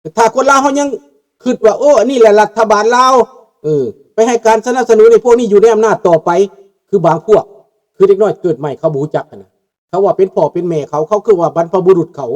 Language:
Lao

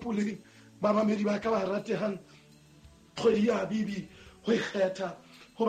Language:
Southern Sotho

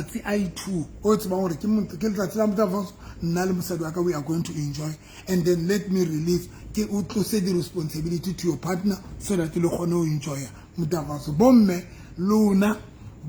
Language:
Southern Sotho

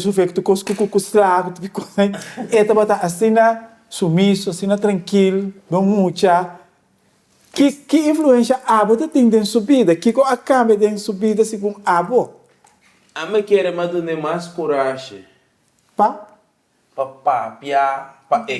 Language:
Papiamento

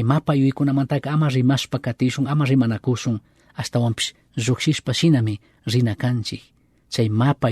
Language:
Chimborazo Highland Quichua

